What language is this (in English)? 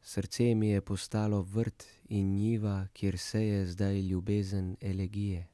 Slovenian